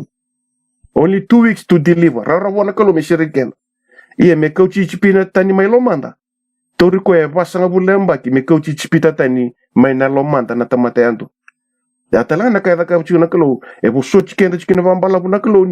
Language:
Fijian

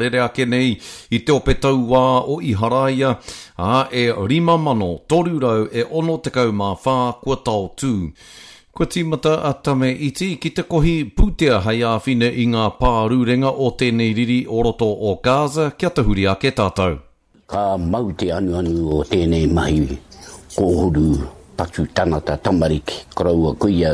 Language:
Māori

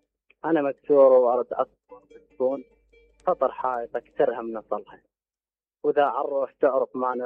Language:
Mesopotamian Arabic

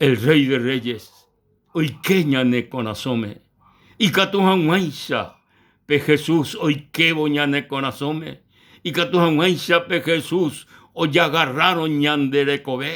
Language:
Guarani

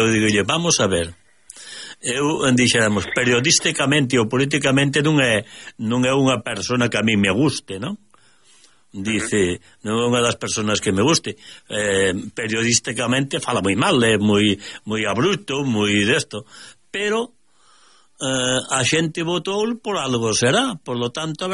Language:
Galician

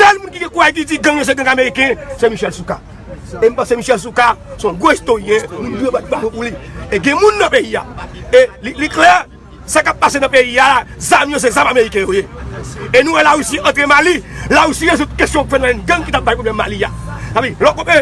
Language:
Haitian Creole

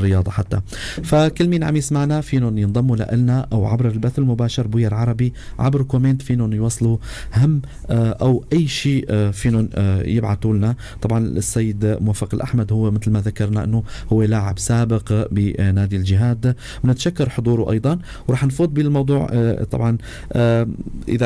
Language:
North Levantine Arabic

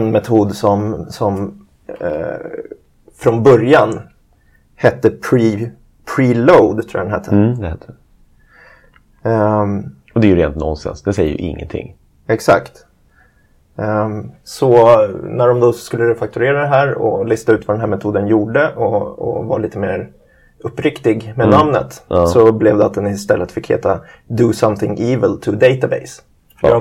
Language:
Swedish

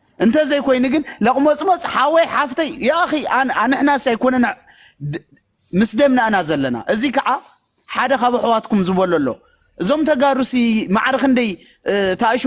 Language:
Tigrinya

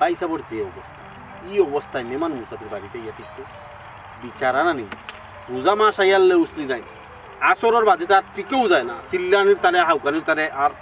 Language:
Sylheti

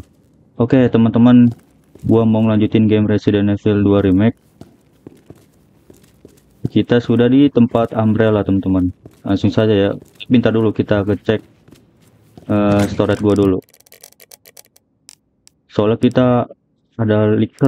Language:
Indonesian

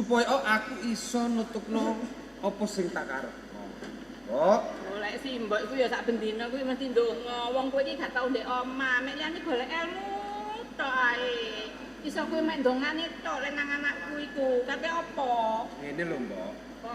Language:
Javanese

